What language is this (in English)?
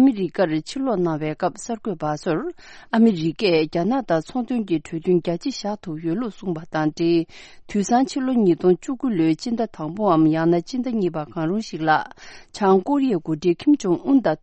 Tibetan